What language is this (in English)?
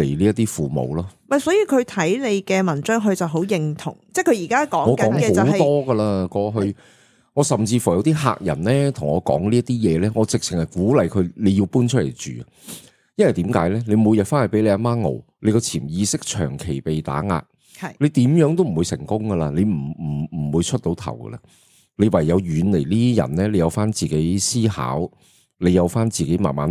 Cantonese